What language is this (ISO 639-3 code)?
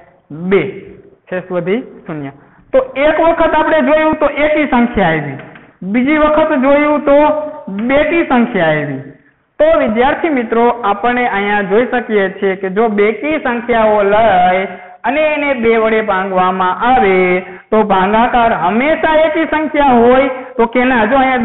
guj